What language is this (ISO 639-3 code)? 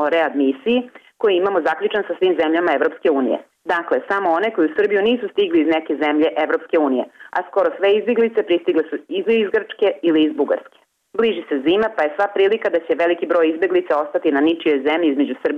bos